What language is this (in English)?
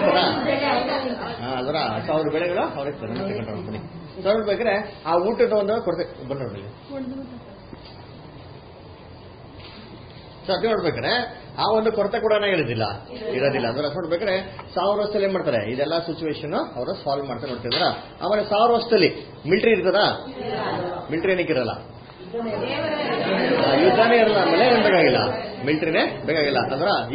Kannada